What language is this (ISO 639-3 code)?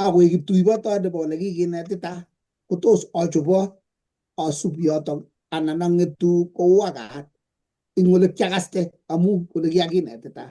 kln